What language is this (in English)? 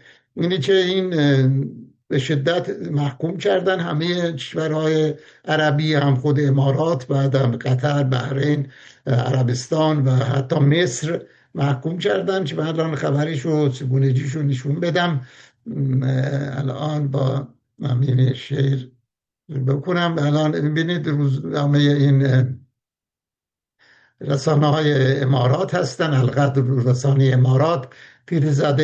Persian